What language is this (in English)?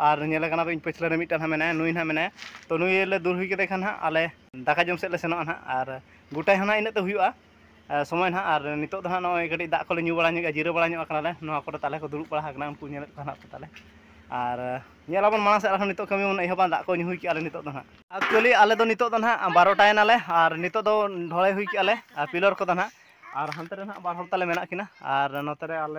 Santali